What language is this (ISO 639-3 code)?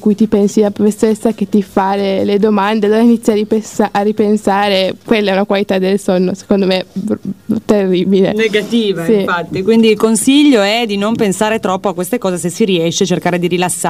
ita